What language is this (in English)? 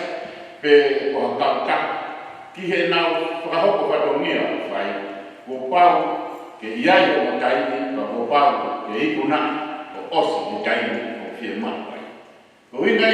Tongan